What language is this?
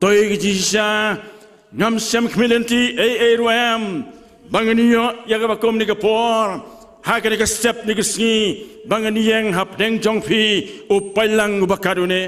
Khasi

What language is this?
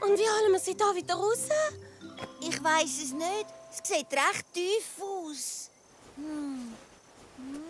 Swiss German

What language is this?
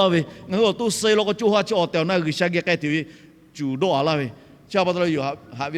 Lahu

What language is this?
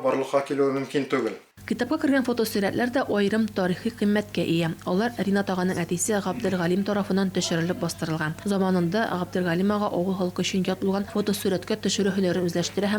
Tatar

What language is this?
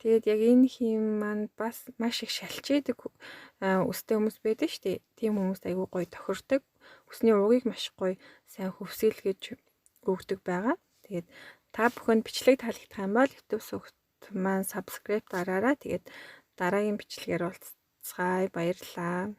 Mongolian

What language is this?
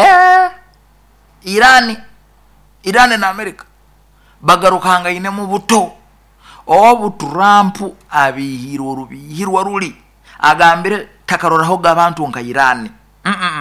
Nyoro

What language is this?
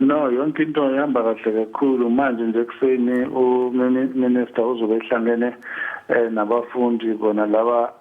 Zulu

